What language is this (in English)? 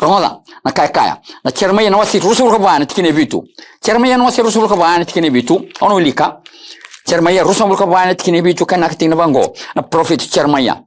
Fijian